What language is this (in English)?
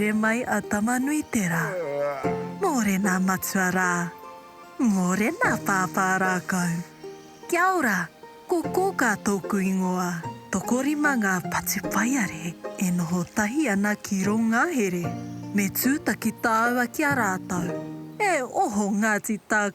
Māori